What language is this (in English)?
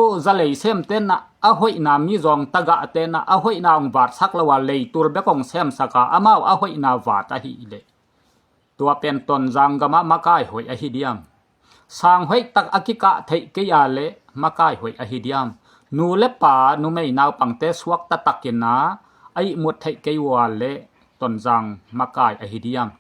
Tedim Chin